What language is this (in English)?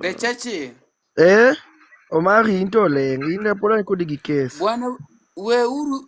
Luo (Kenya and Tanzania)